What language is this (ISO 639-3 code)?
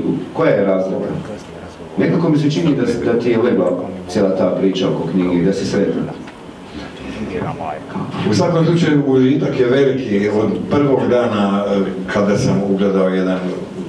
hrv